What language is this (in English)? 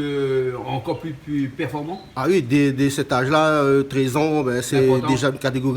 Réunion Creole French